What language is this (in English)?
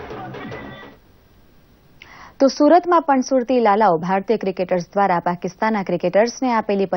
Gujarati